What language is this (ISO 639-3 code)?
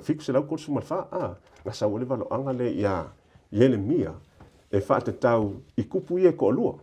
smo